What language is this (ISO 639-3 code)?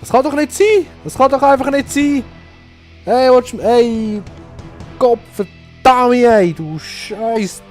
gsw